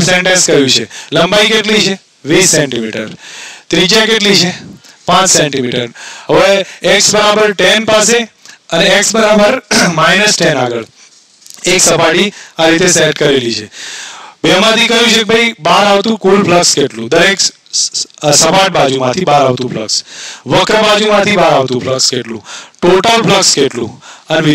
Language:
Gujarati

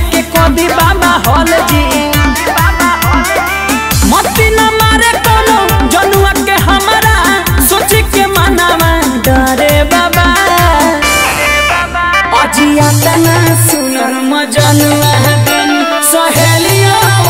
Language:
Bhojpuri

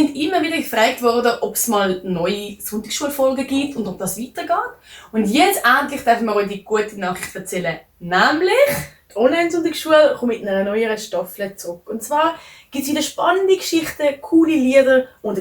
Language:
Swiss German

